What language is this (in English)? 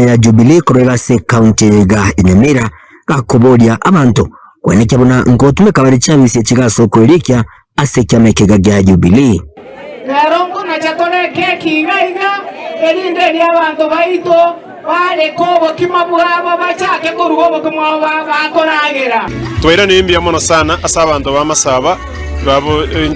Gusii